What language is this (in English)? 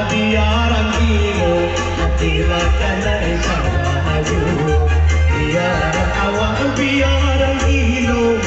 Minangkabau